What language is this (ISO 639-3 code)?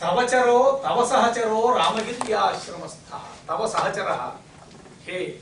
san